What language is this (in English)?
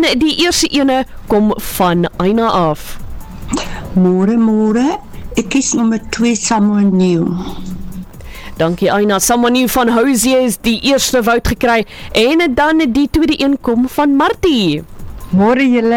Afrikaans